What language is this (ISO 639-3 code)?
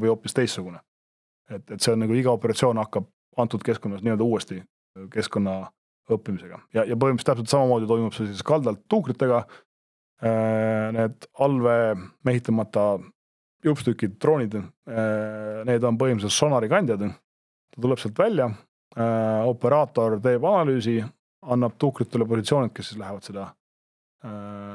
est